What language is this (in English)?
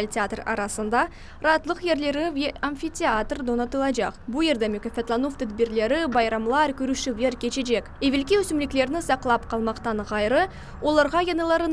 Crimean Tatar